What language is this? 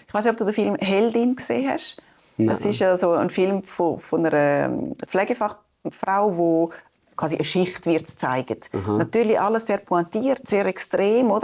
Swiss German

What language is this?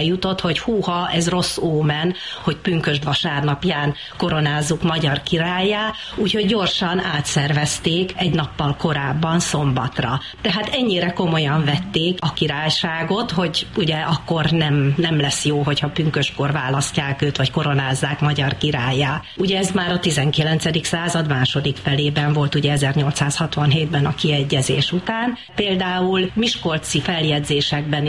Hungarian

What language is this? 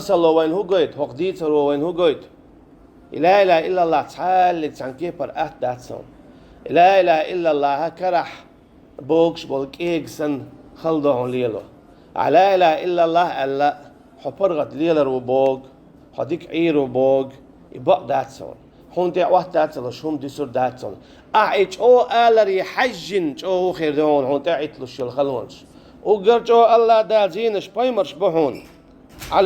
Chechen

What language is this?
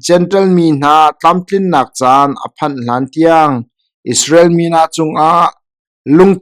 Hakha Chin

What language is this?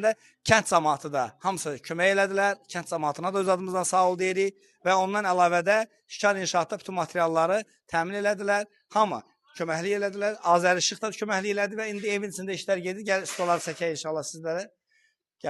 Azerbaijani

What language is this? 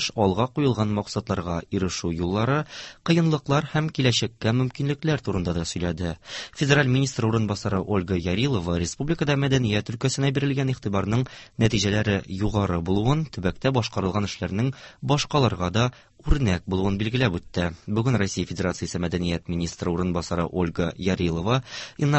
Tatar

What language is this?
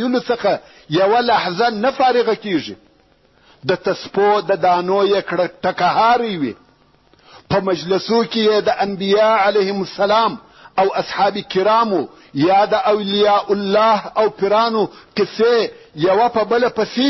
Pashto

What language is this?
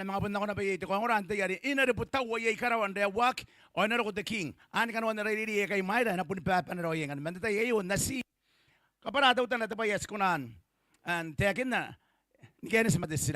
Gilbertese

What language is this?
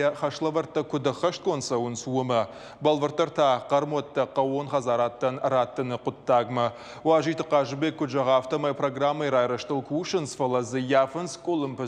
Ossetic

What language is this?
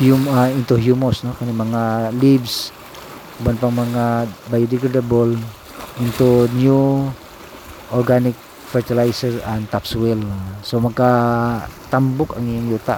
Cebuano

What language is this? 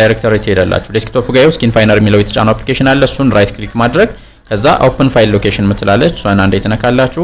Amharic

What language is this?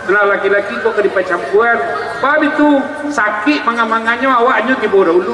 Minangkabau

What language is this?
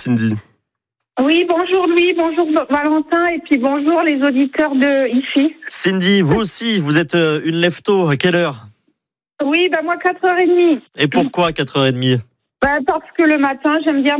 French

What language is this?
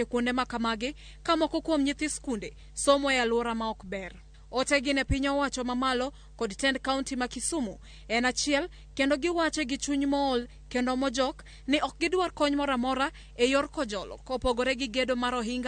Luo (Kenya and Tanzania)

